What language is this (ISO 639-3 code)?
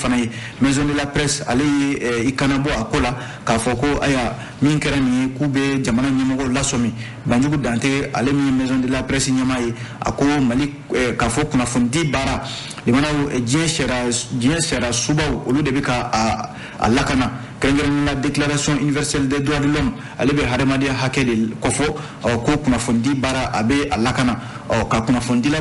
bam